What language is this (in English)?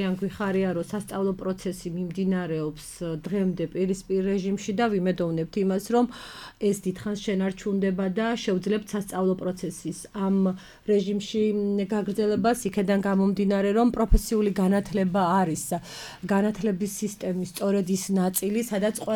Georgian